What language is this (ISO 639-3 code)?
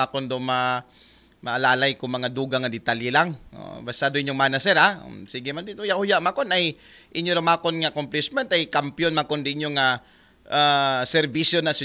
akl